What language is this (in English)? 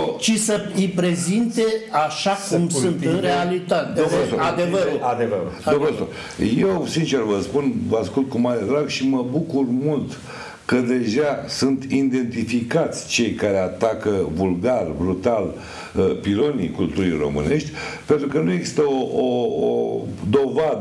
Romanian